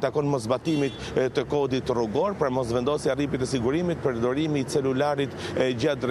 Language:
Albanian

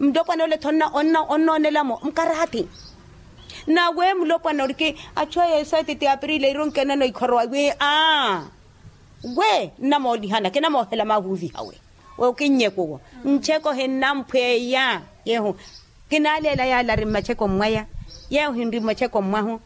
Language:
Makhuwa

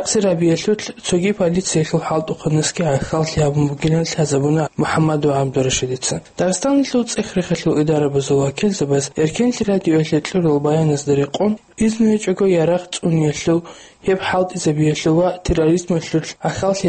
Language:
Avaric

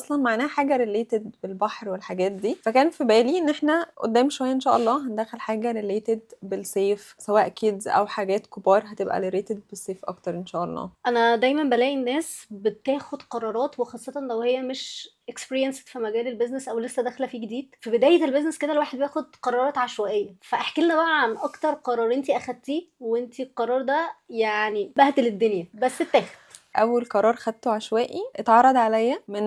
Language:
Egyptian Arabic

